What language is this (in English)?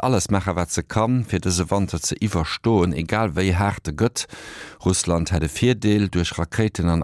Luxembourgish